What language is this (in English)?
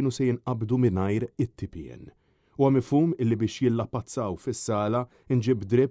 Maltese